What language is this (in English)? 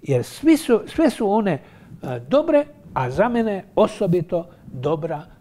Croatian